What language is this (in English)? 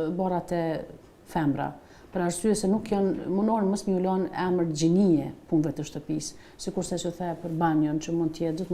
Albanian